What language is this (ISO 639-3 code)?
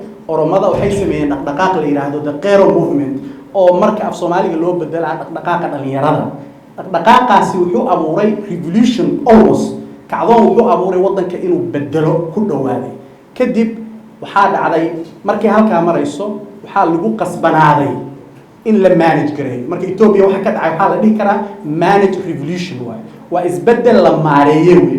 som